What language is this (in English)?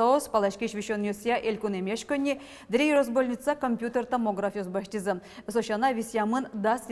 Udmurt